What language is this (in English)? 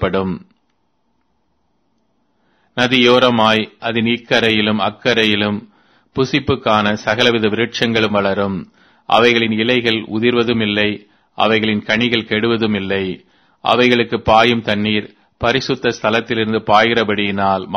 Tamil